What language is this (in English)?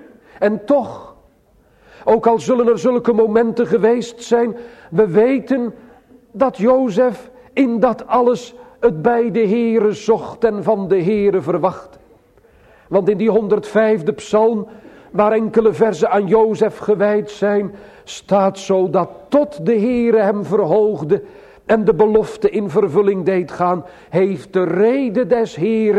Dutch